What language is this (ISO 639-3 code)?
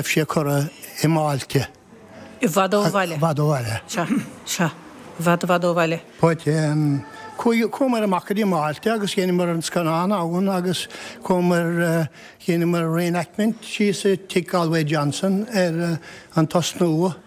gle